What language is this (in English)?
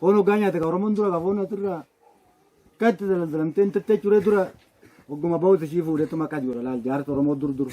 Oromo